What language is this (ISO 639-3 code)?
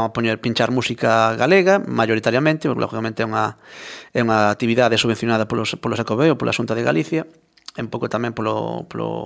glg